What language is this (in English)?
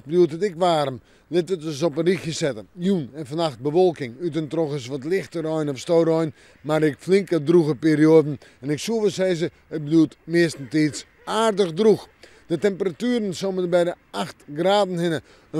Western Frisian